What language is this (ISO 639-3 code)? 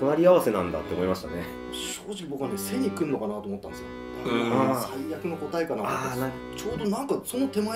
jpn